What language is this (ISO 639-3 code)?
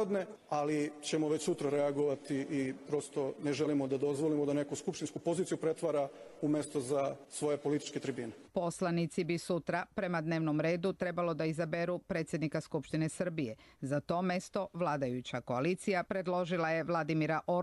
hrv